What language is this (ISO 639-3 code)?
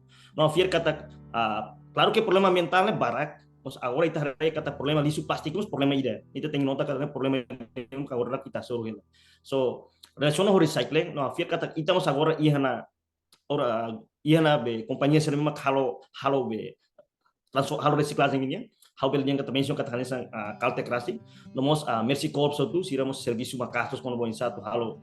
tet